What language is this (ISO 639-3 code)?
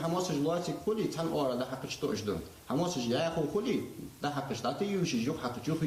inh